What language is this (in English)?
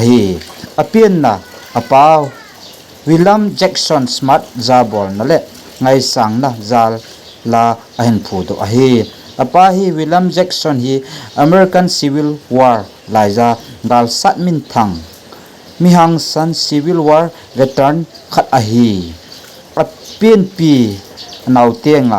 Thado Chin